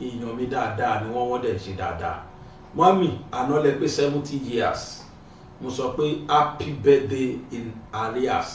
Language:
Yoruba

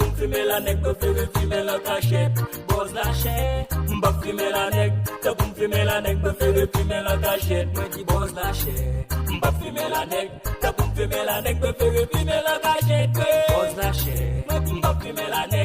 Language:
Haitian Creole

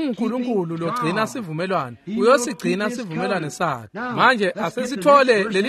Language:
Swati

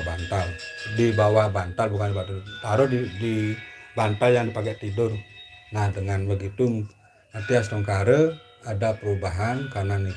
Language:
Indonesian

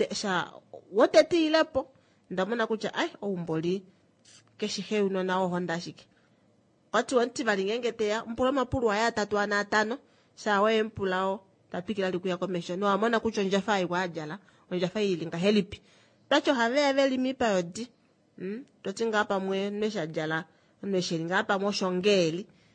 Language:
Kuanyama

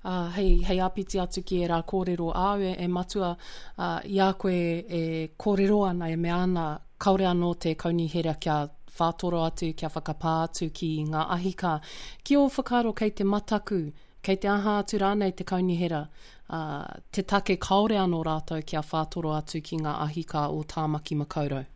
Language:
Māori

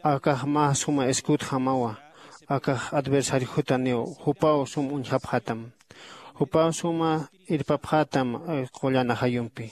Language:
Aymara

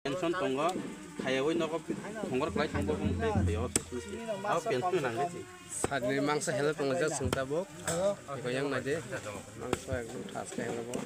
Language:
Kok Borok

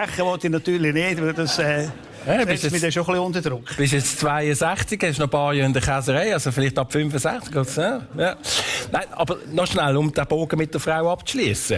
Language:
Swiss German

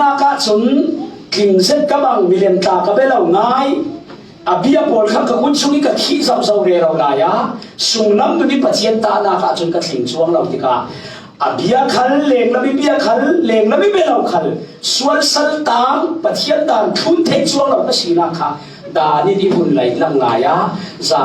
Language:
Falam Chin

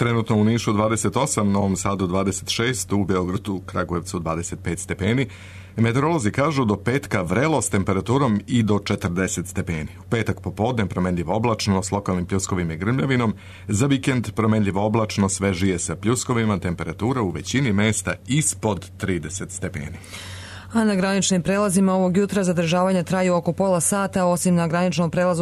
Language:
Serbian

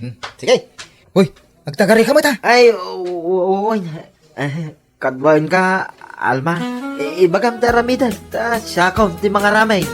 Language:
Iloko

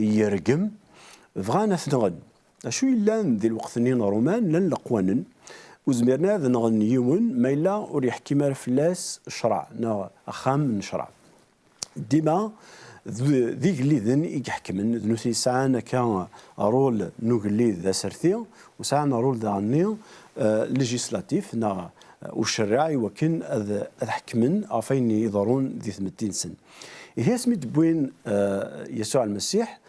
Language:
Kabyle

